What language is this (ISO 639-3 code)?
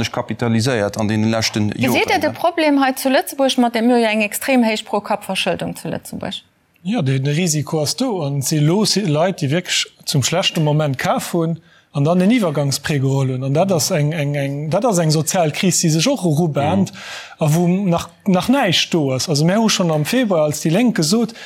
ltz